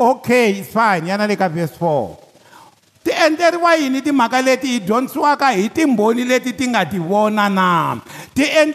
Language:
Tsonga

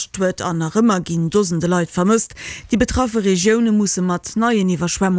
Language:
Luxembourgish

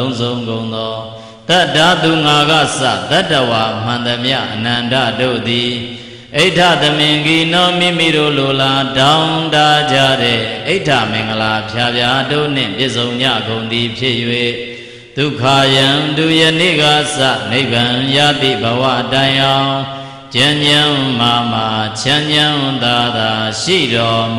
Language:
Burmese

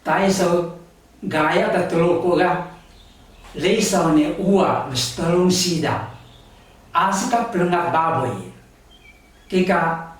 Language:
Taroko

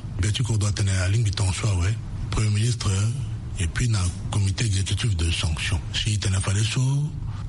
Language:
Sango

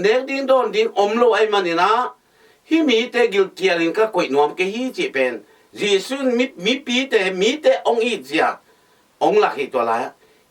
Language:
Tedim Chin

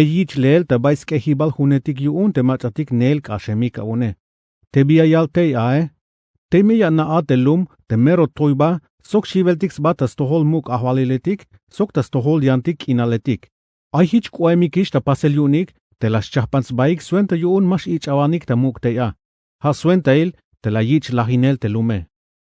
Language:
Tzeltal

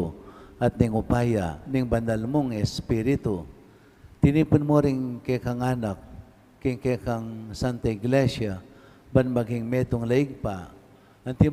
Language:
Pampanga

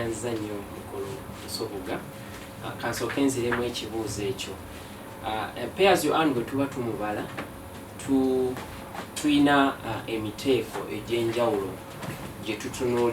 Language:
Ganda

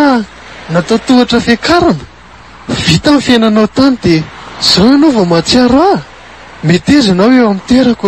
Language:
Malagasy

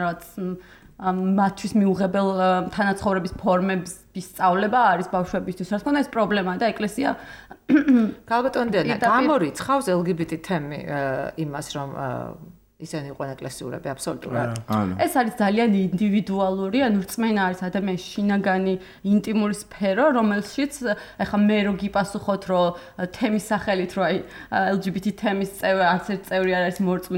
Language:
Georgian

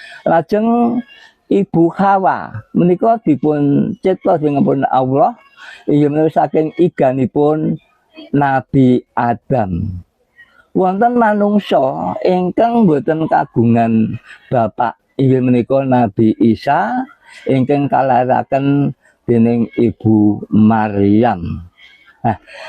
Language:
Javanese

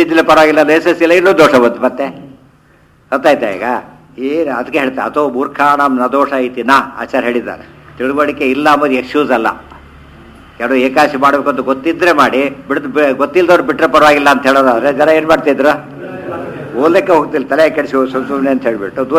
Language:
Kannada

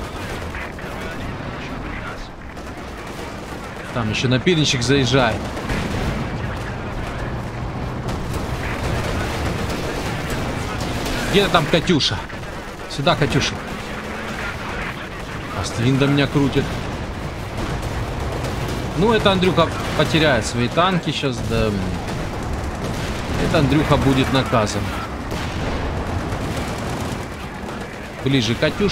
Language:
Russian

